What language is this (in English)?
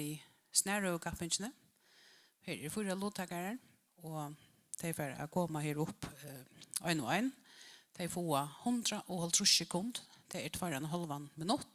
Faroese